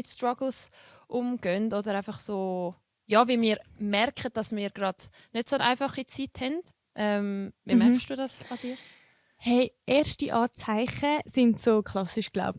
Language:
Swiss German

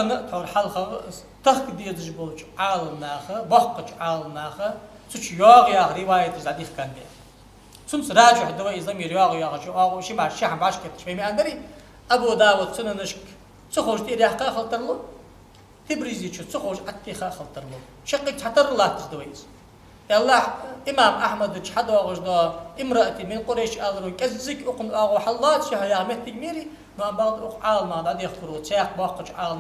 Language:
Ingush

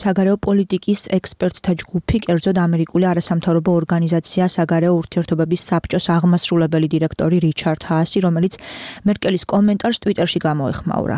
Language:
Georgian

